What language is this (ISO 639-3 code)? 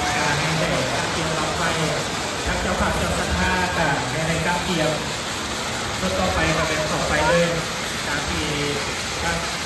lao